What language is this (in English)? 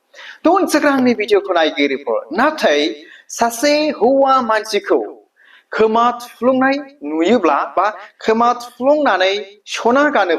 Bodo